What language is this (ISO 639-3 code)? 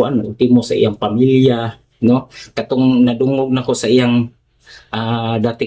ceb